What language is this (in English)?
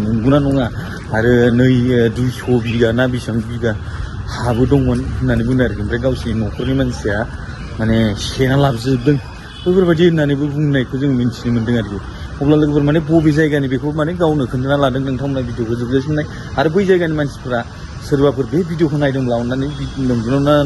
Bodo